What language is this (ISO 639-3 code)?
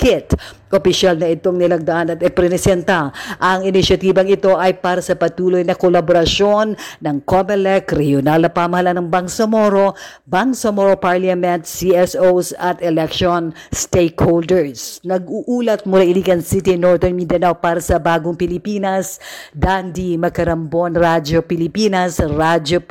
fil